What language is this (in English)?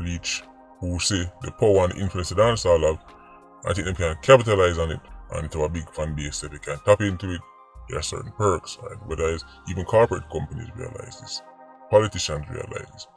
Jamaican Creole English